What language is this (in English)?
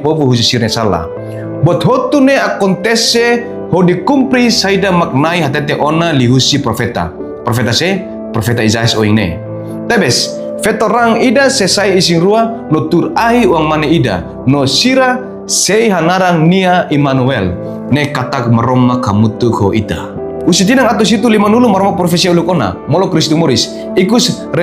Tetum